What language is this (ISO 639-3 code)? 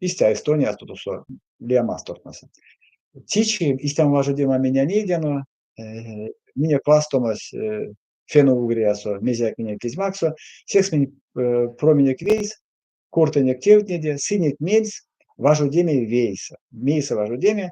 myv